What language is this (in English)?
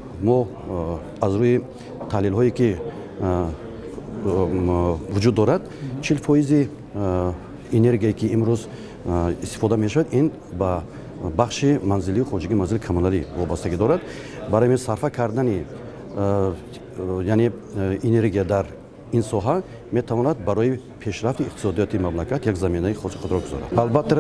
Tajik